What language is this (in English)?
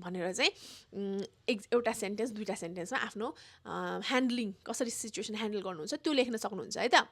Nepali